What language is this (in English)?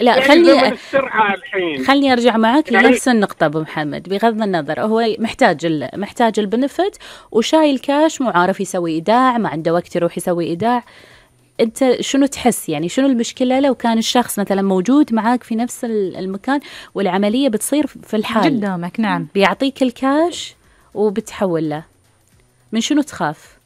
Gulf Arabic